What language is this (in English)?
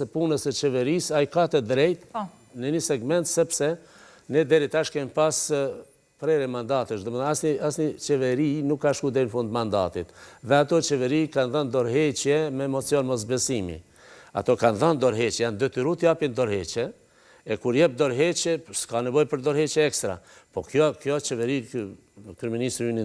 Albanian